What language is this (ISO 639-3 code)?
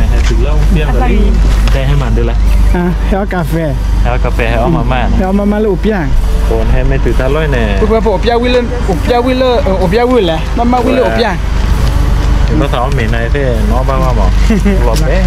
ksw